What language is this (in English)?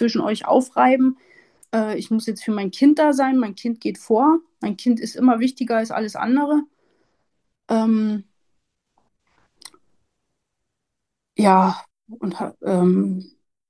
German